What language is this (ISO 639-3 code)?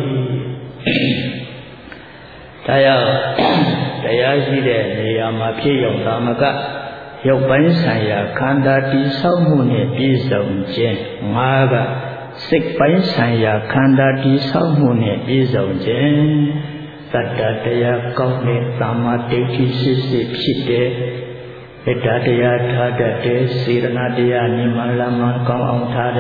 mya